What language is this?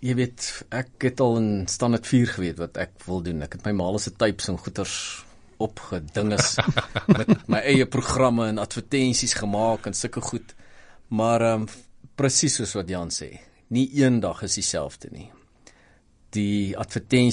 Afrikaans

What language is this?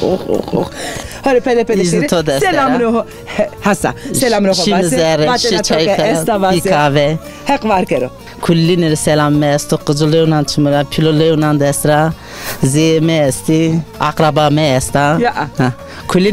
Zaza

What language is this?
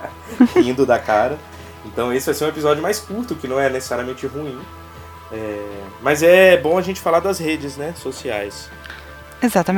Portuguese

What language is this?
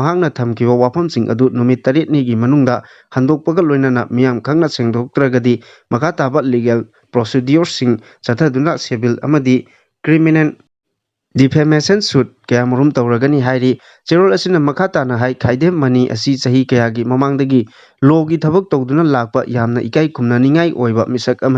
Manipuri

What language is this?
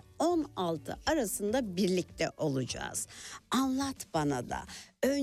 Turkish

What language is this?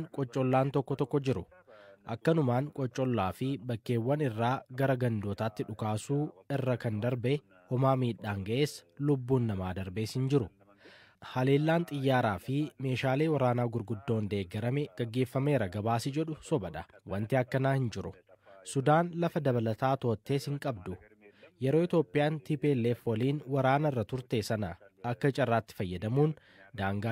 Oromo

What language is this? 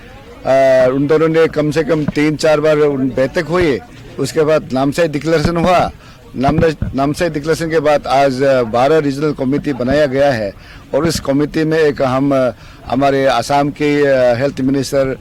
Santali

